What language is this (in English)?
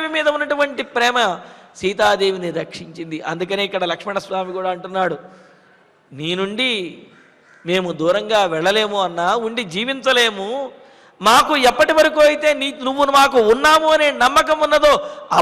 Telugu